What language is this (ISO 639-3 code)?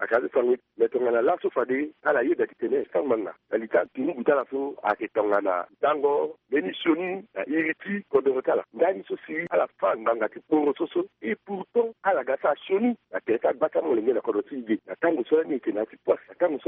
sag